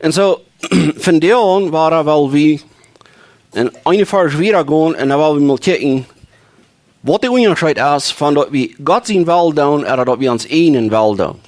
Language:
Plautdietsch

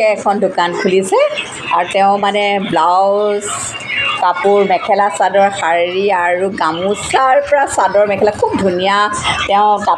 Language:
Assamese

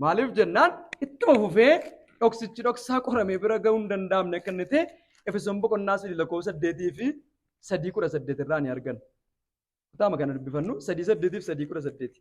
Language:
Oromo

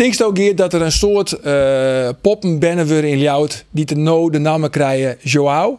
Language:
Western Frisian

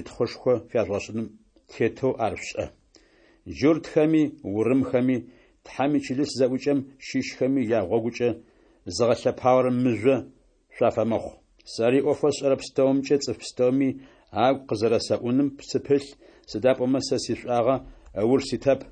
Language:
Adyghe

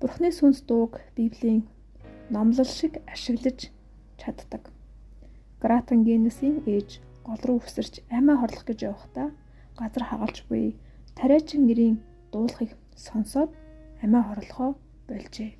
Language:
Mongolian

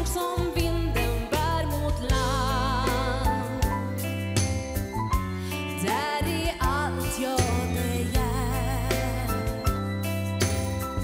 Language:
Swedish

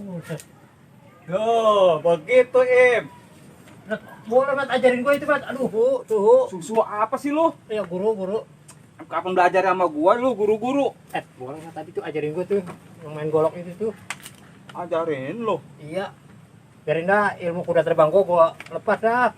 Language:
Betawi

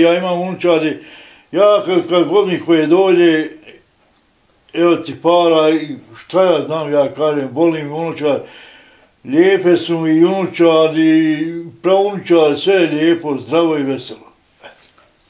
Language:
Bosnian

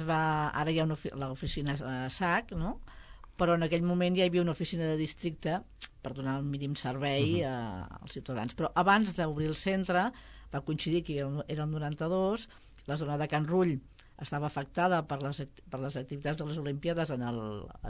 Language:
Catalan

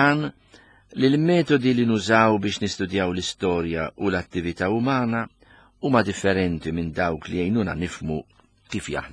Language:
Maltese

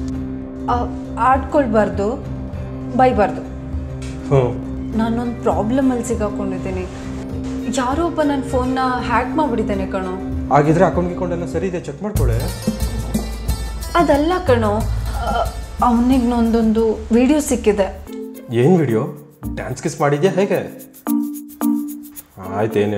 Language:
Kannada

